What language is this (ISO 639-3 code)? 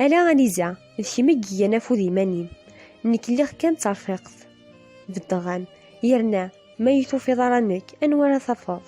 kab